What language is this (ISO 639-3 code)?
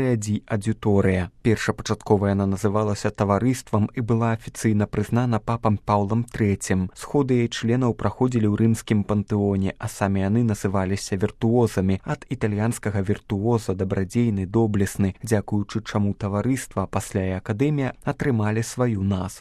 bel